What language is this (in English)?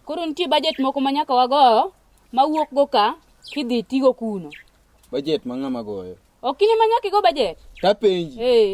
Luo (Kenya and Tanzania)